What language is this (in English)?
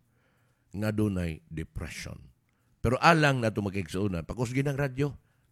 Cebuano